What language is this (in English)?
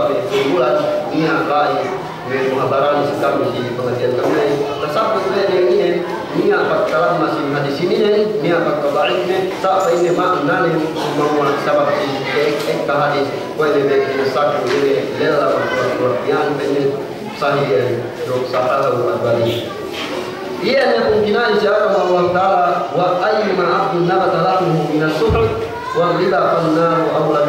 Yakan